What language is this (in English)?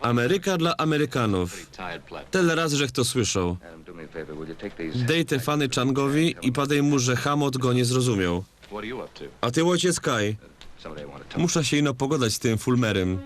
Silesian